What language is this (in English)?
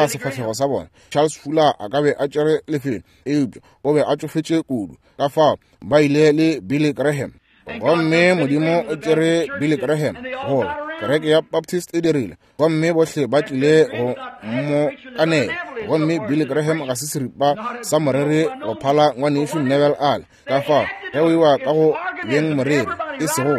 Northern Sotho